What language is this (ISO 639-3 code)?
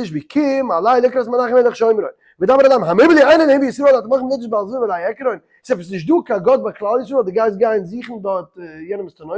yid